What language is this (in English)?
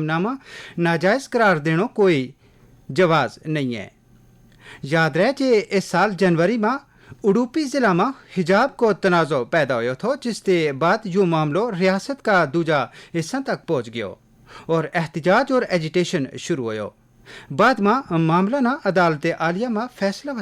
Gujari